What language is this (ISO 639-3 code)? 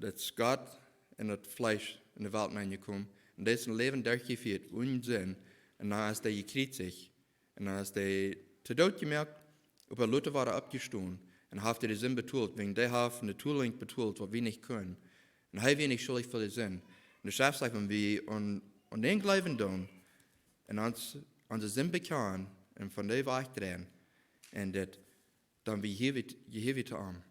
pdt